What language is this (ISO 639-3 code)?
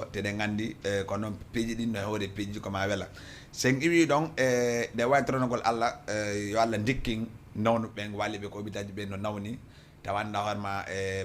ful